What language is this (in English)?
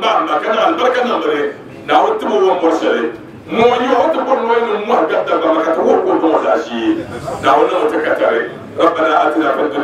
Dagbani